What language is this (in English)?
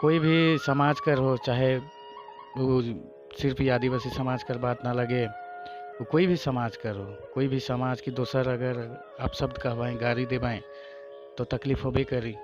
Sadri